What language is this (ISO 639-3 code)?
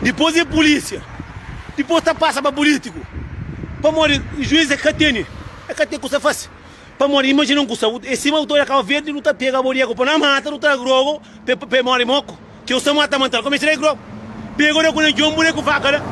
kea